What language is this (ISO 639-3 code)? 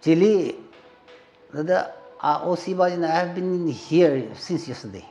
nmf